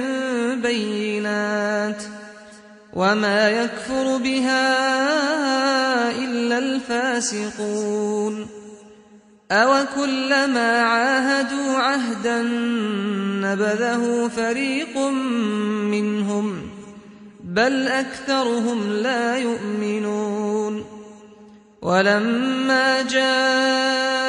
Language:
Arabic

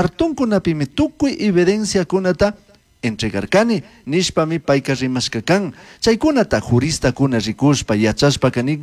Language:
Chimborazo Highland Quichua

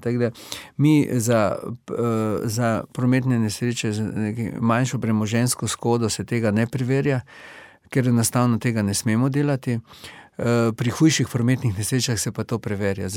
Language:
Slovenian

